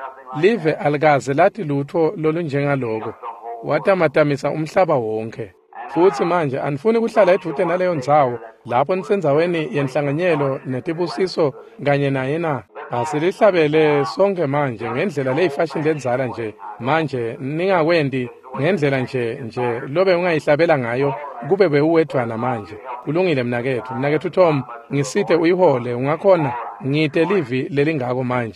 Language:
Swati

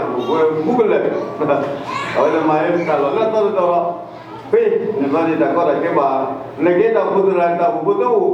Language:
S'gaw Karen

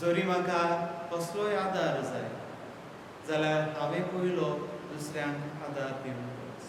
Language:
Konkani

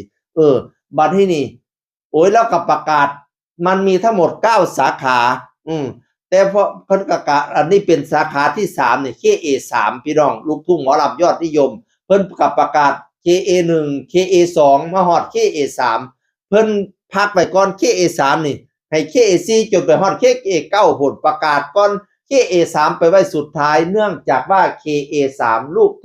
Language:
Northeastern Thai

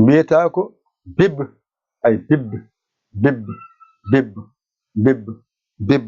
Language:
Fula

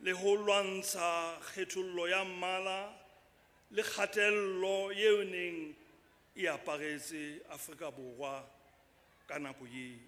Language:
Southern Sotho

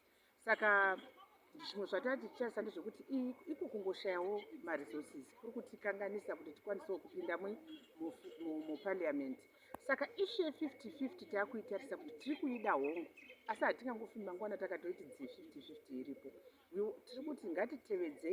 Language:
Shona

